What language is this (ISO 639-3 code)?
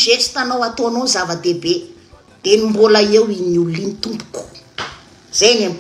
mlg